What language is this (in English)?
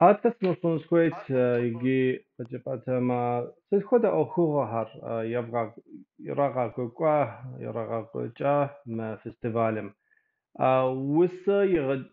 Kabardian